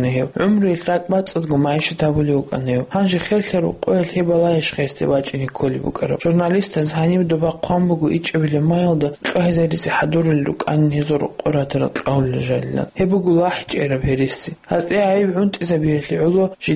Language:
Avaric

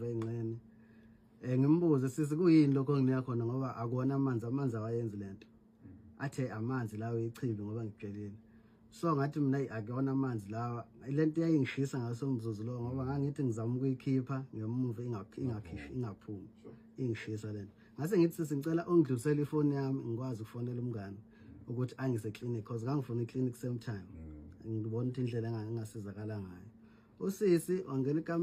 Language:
Zulu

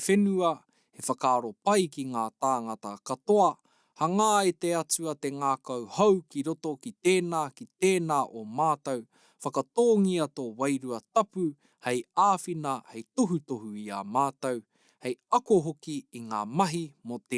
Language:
Māori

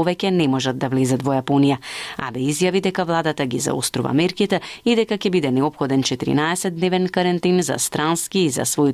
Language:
Macedonian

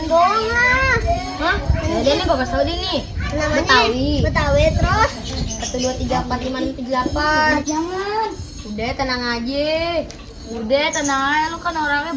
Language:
Betawi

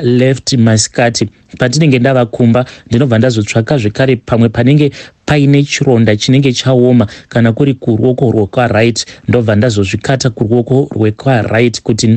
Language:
Shona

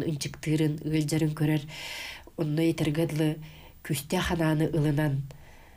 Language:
Yakut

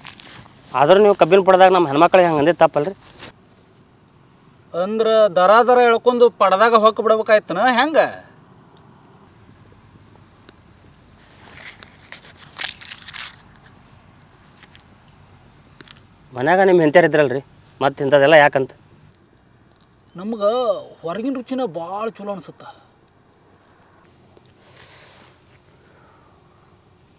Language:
Kannada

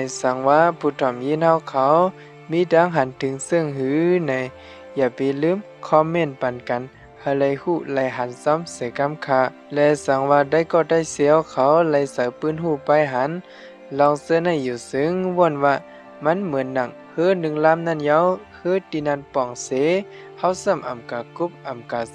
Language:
Shan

